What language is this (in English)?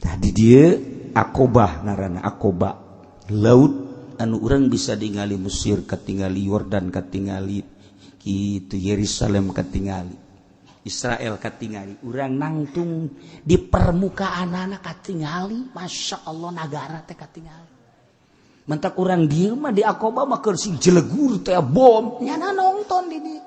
Sundanese